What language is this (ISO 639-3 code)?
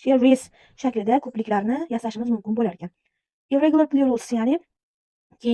uzb